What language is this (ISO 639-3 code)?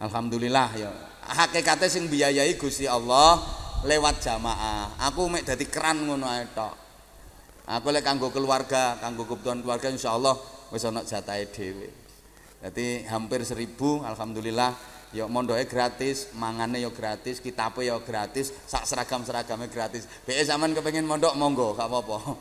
jav